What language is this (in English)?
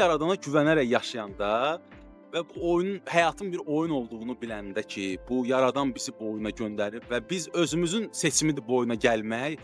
Azerbaijani